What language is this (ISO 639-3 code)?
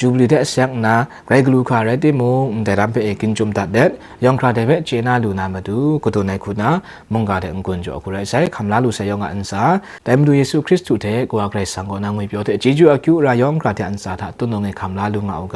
kac